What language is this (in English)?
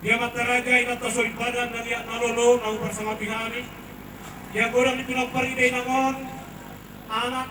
Batak Toba